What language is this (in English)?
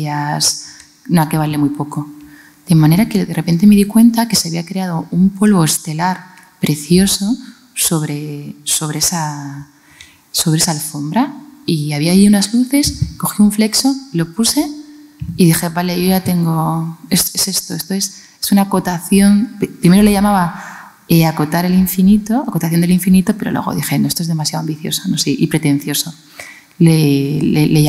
Spanish